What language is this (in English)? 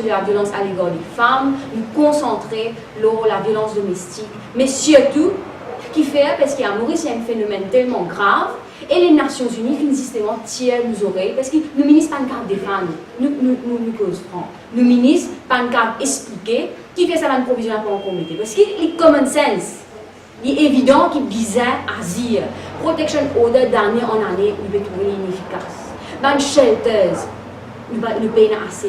Morisyen